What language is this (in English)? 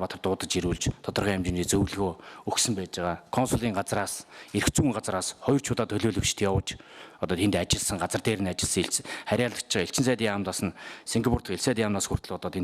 Mongolian